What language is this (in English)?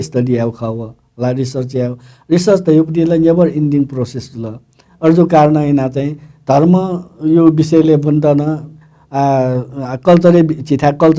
Newari